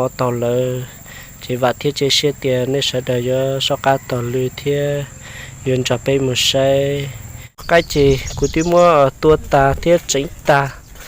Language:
Hmong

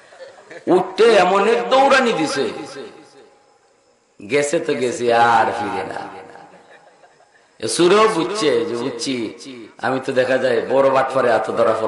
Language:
Bangla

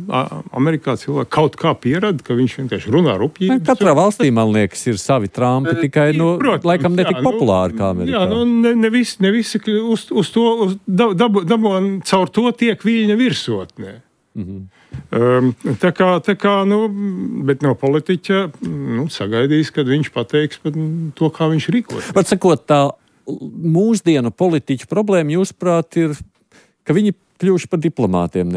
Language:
Latvian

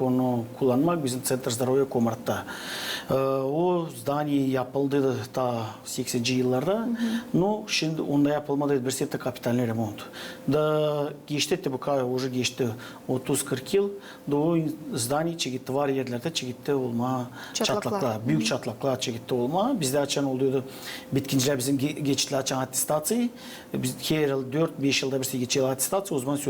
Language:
Gagauz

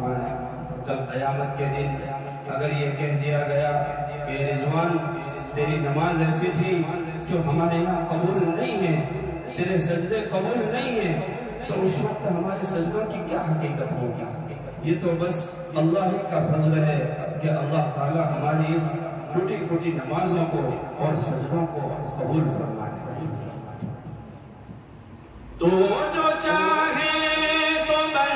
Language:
Urdu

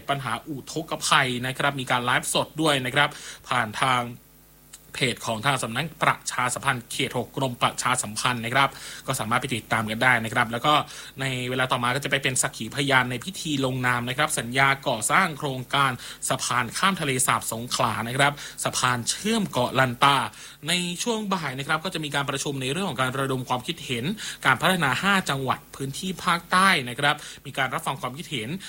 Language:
Thai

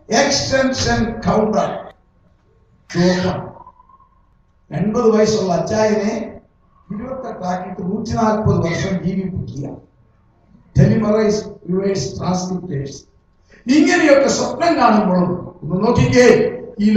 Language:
Malayalam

